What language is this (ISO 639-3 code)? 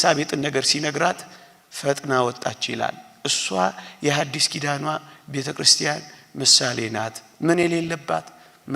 amh